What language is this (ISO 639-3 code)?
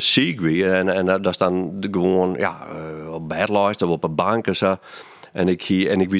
fry